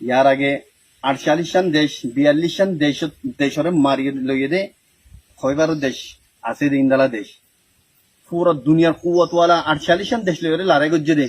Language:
Rohingya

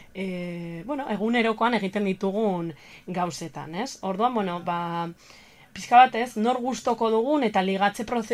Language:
Basque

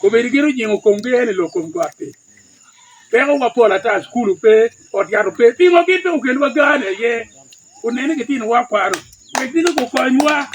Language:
Acoli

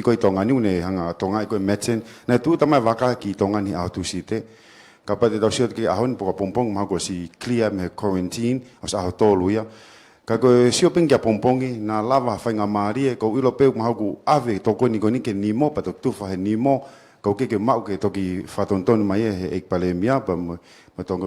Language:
Tongan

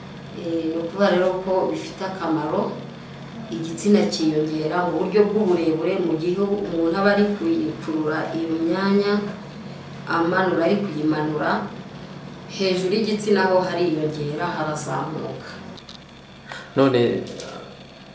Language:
Kinyarwanda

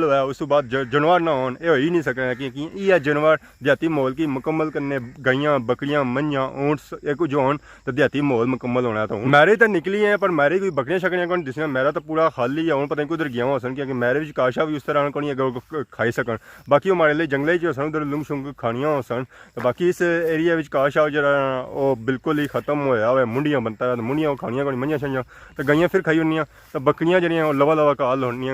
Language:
Pahari-Potwari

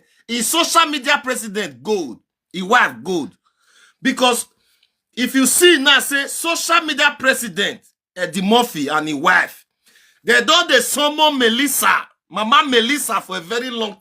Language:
Nigerian Pidgin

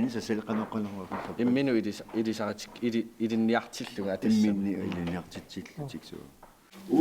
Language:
Kalaallisut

